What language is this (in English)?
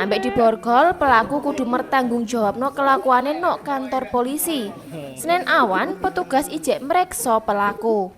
Javanese